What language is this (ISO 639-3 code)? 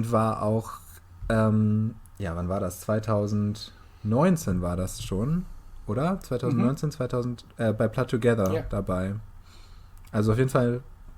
nds